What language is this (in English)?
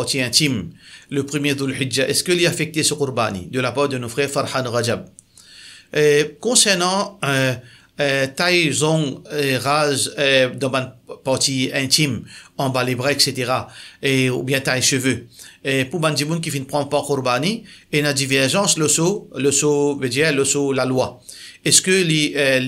Morisyen